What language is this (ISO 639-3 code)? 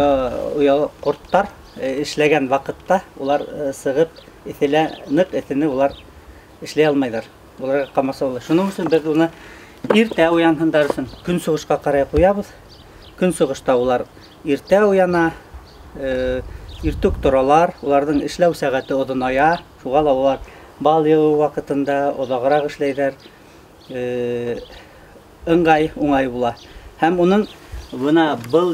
bak